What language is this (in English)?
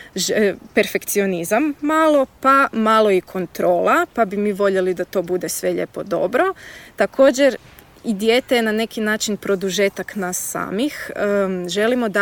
Croatian